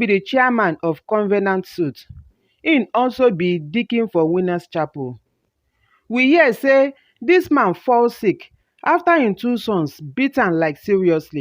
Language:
Nigerian Pidgin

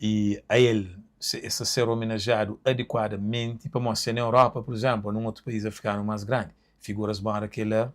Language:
Kabuverdianu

